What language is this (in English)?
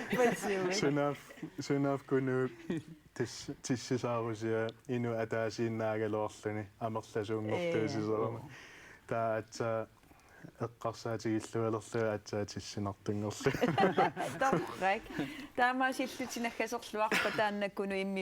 Kalaallisut